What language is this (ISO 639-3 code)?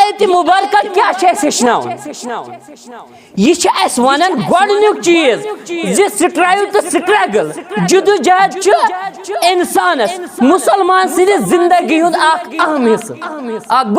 kas